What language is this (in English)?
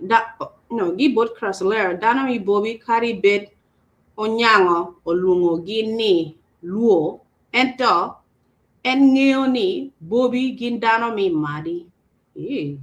Acoli